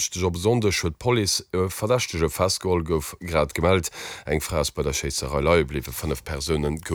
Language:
Luxembourgish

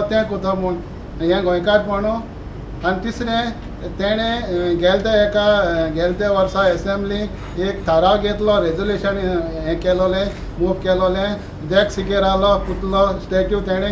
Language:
Konkani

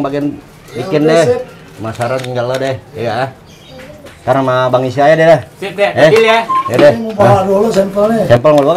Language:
Betawi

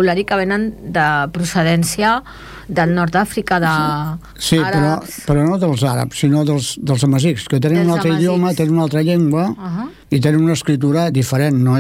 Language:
Catalan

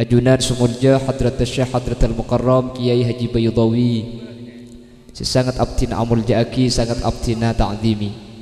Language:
Madurese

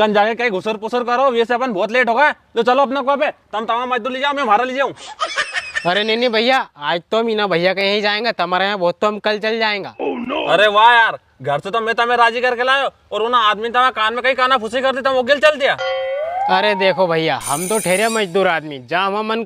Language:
Rajasthani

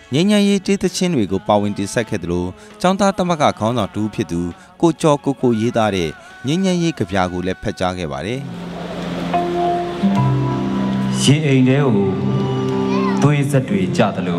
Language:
Burmese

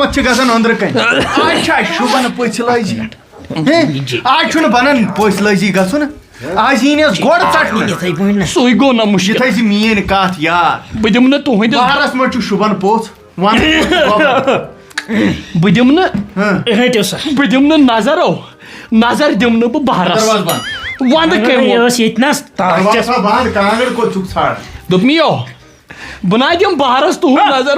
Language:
Kashmiri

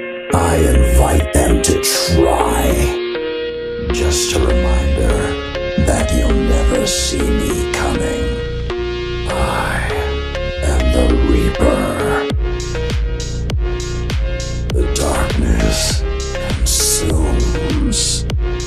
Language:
English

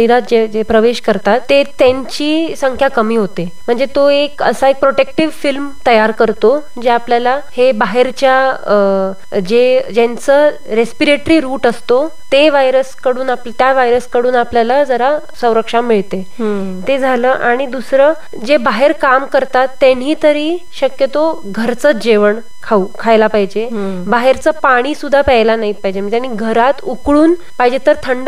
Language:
Marathi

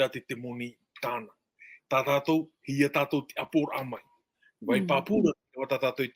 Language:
Tahitian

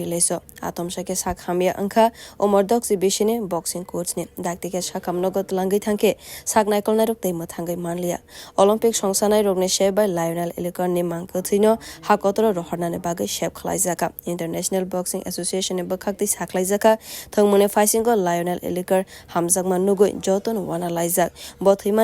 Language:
Kok Borok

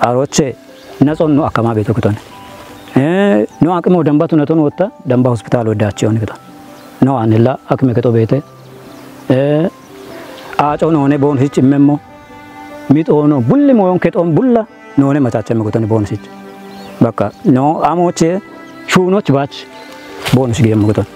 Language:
Kafa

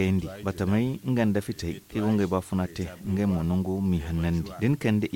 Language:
Zarma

